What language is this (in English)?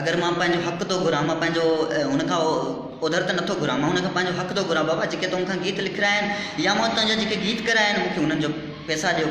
Sindhi